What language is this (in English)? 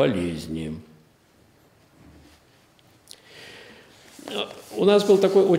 Russian